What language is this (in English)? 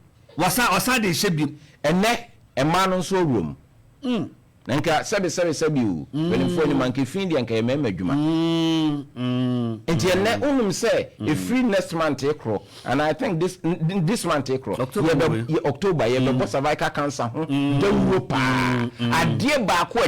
Akan